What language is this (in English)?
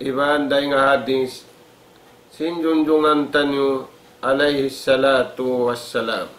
Tausug